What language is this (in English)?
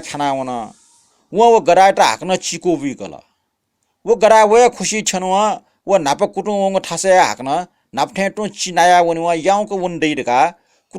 Newari